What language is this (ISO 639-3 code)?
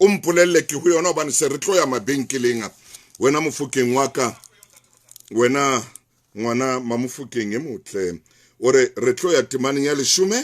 sot